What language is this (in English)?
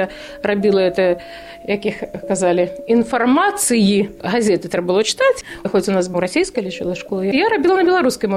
Belarusian